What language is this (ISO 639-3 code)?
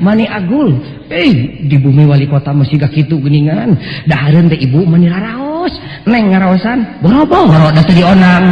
sun